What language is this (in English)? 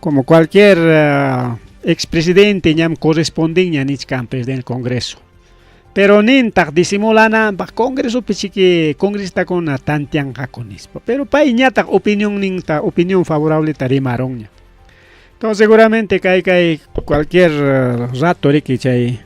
Ayacucho Quechua